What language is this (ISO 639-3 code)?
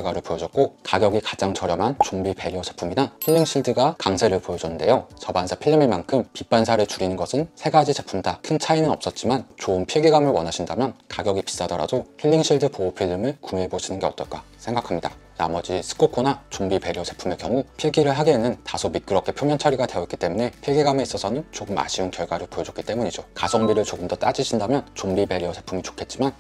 kor